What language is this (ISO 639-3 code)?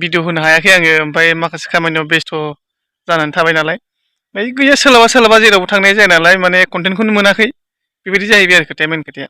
brx